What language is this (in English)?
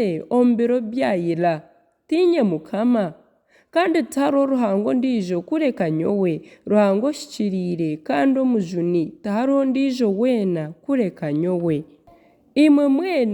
Nyankole